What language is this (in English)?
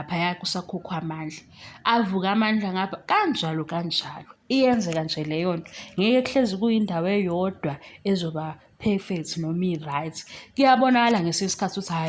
Zulu